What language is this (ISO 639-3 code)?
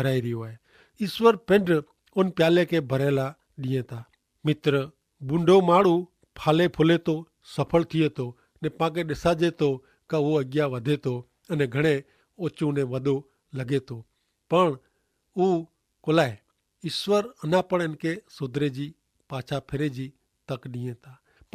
kfr